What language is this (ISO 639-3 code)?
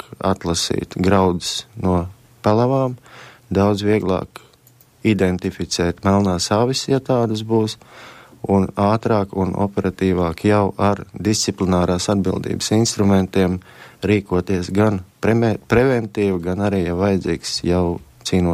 lav